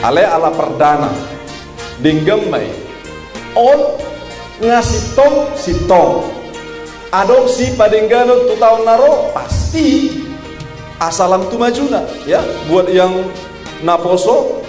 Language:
Batak Toba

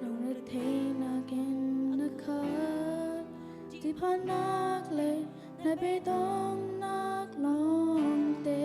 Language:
Hakha Chin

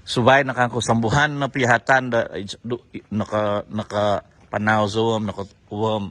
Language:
Central Dusun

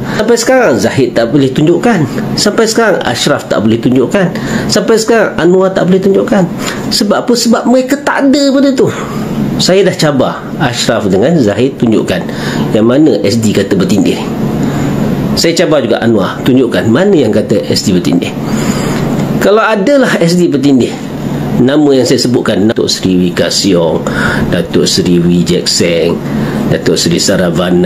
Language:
Malay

